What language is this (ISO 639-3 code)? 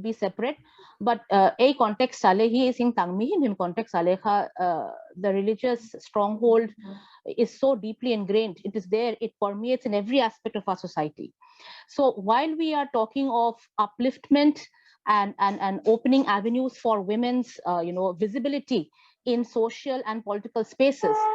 pck